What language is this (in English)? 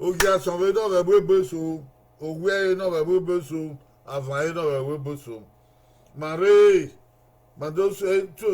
Bini